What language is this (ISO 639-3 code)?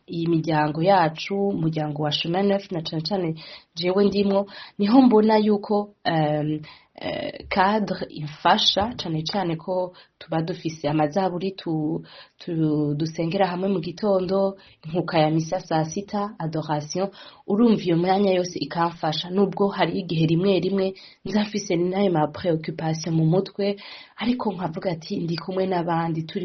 run